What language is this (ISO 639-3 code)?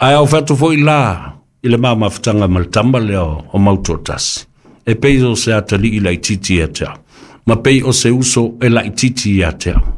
smo